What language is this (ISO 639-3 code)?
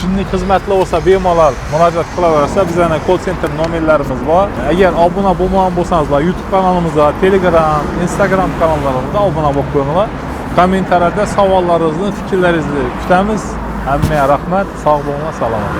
uzb